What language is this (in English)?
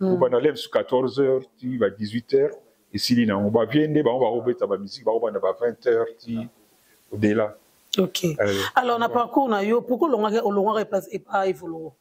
Lingala